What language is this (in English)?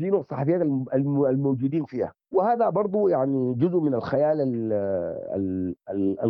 Sudanese Arabic